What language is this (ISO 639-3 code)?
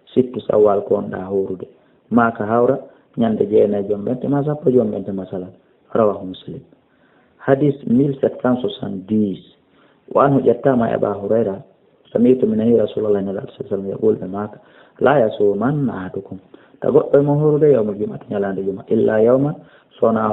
ful